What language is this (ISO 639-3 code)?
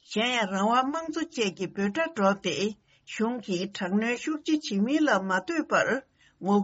bod